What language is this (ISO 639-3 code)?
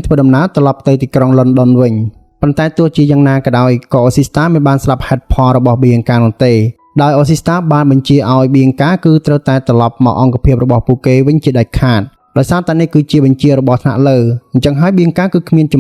khm